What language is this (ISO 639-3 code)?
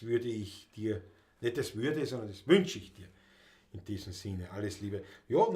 bar